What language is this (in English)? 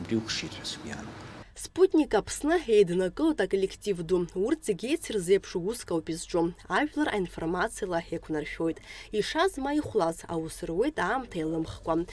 Abkhazian